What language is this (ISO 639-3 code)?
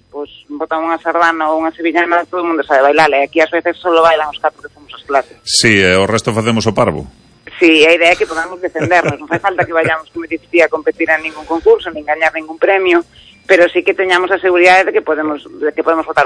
glg